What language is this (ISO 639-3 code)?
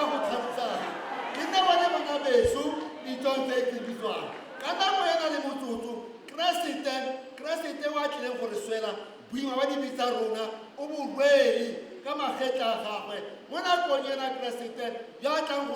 tsn